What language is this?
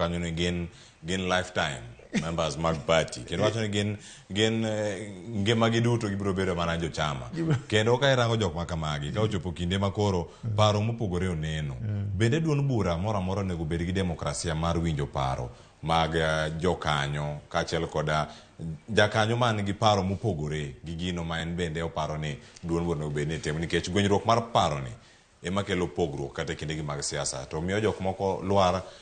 Luo (Kenya and Tanzania)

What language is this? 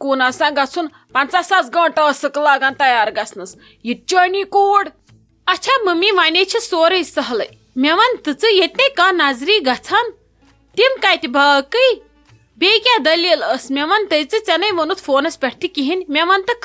Kashmiri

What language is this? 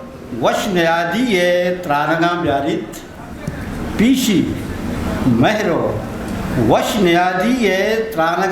Eastern Balochi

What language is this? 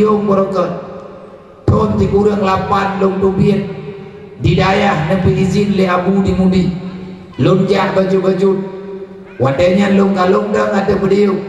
Achinese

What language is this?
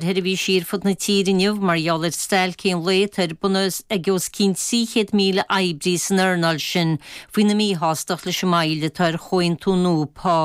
Irish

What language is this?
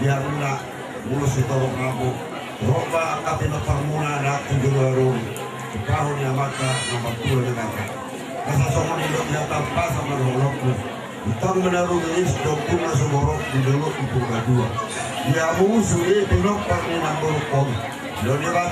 Batak Toba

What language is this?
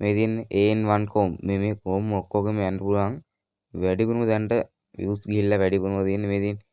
Sinhala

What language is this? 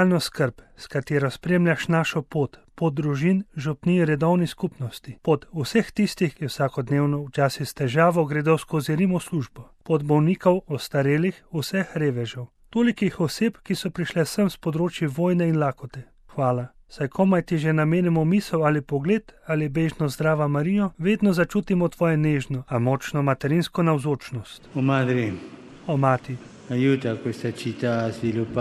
Slovenian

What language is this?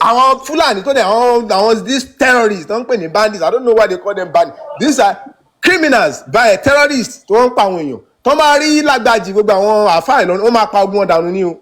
Yoruba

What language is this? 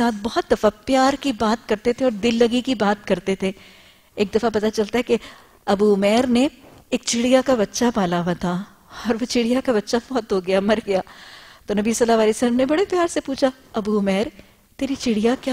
Urdu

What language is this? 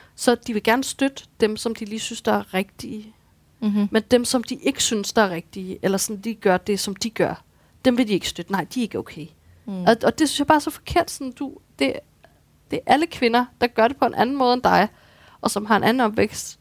Danish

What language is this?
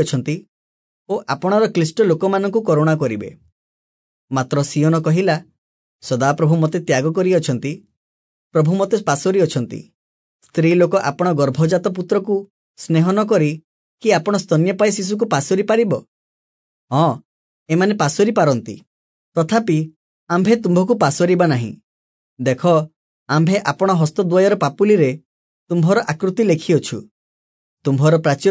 Odia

